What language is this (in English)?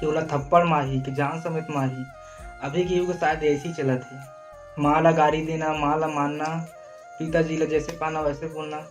Chhattisgarhi